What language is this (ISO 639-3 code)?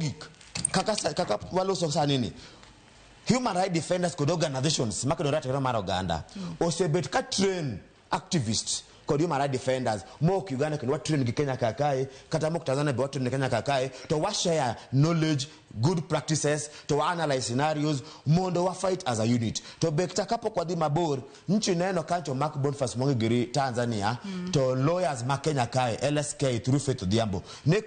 luo